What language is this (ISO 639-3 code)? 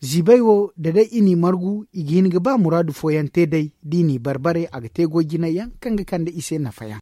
dje